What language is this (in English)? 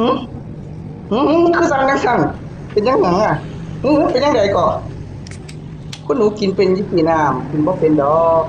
Northeastern Thai